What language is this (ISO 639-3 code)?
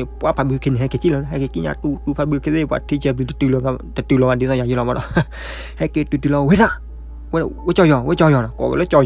ksw